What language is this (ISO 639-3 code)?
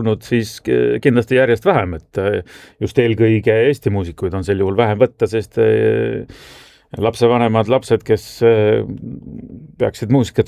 est